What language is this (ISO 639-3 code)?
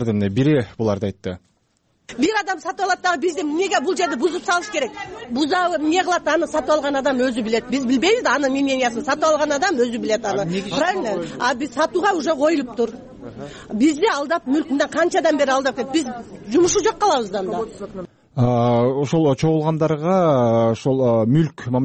kir